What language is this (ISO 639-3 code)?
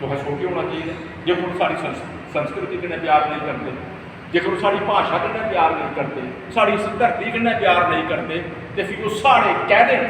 doi